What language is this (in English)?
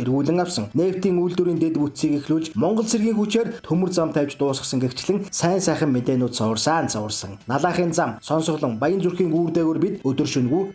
Mongolian